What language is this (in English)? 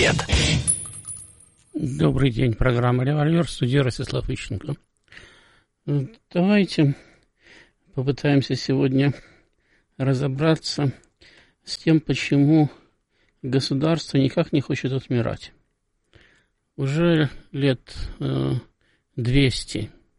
Russian